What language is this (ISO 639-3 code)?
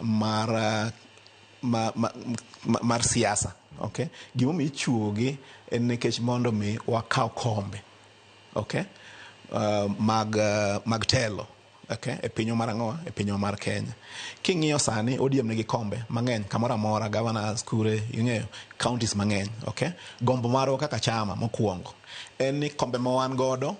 luo